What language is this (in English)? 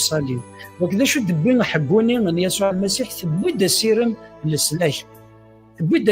Kabyle